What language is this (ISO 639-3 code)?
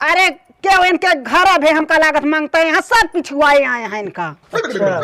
awa